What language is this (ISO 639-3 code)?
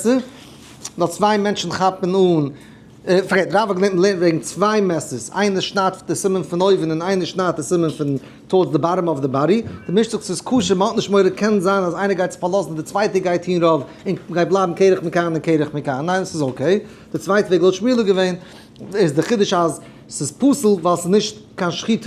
yid